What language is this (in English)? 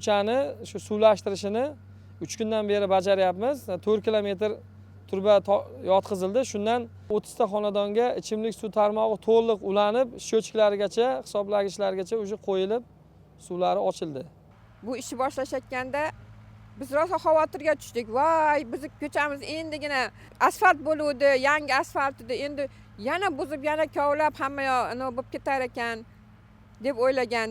Uzbek